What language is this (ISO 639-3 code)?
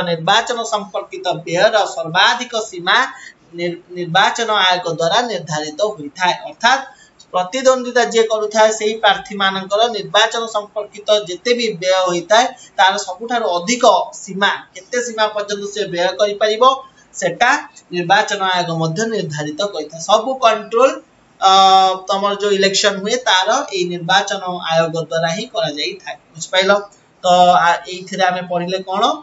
ori